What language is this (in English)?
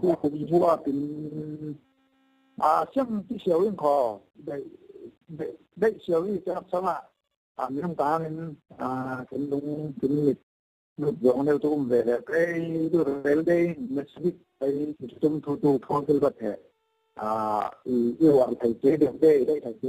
Falam Chin